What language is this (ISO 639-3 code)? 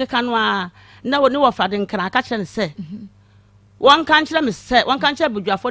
aka